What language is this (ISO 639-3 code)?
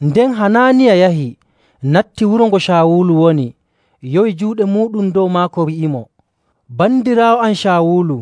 fuv